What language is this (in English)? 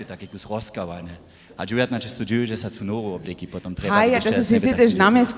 Upper Sorbian